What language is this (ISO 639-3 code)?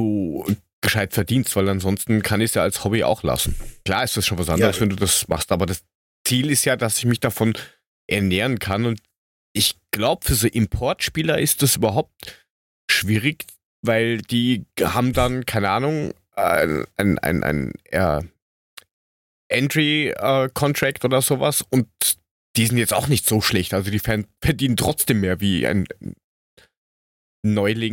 deu